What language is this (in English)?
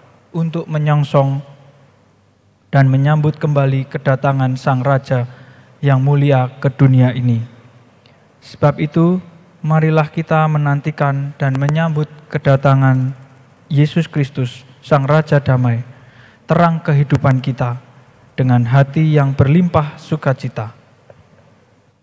Indonesian